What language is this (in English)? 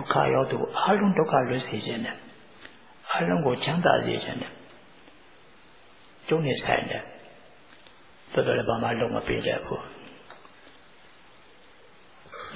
Burmese